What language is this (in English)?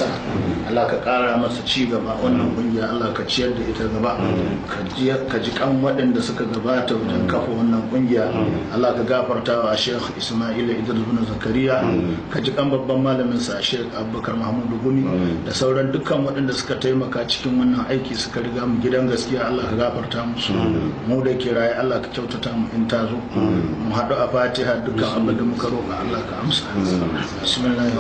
Hausa